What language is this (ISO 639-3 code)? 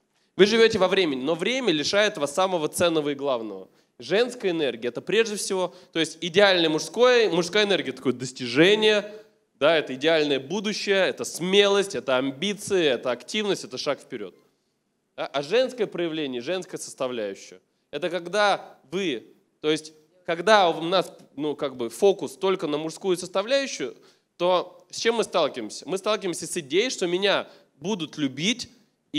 rus